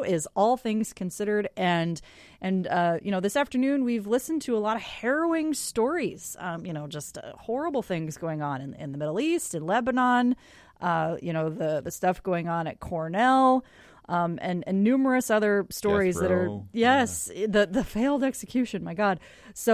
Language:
English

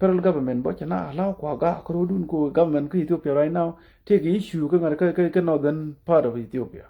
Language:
Nuer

